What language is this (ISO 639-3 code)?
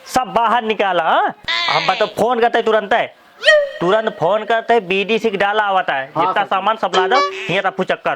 awa